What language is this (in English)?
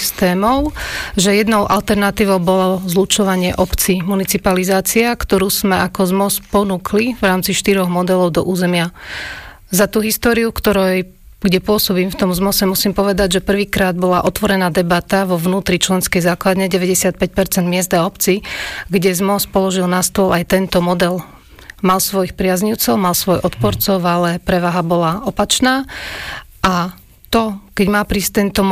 Slovak